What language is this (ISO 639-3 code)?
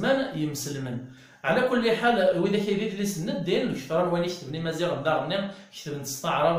kab